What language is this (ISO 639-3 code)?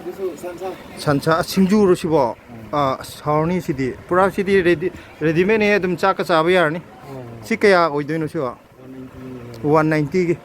mni